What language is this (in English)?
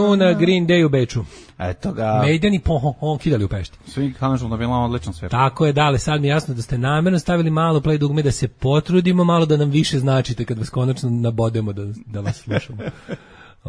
Serbian